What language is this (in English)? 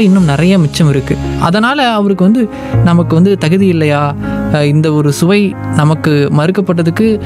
Tamil